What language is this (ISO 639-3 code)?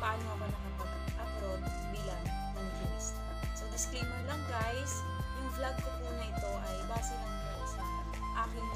fil